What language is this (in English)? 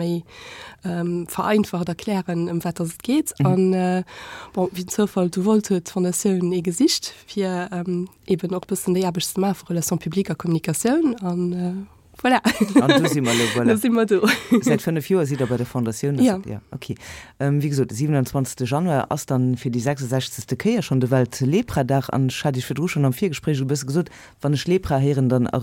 Luxembourgish